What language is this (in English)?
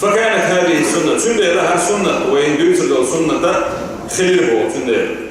Chechen